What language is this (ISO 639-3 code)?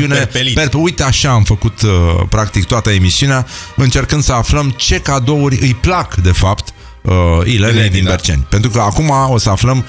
ron